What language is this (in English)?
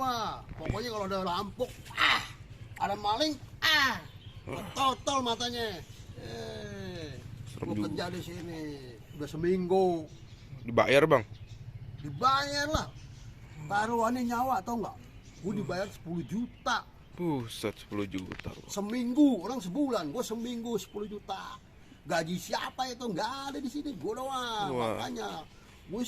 Betawi